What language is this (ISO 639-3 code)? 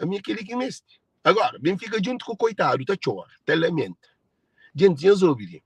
kea